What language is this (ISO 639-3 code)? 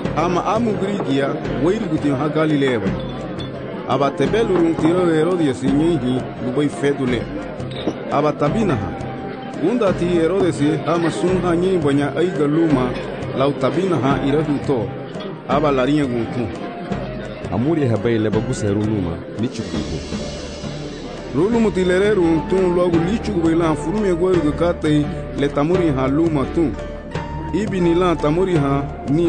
cab